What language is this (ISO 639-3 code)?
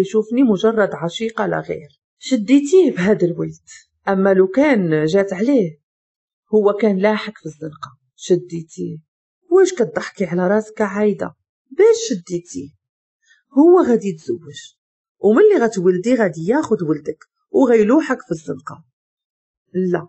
ary